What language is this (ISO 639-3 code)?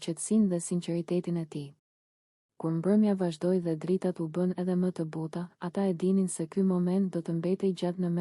sqi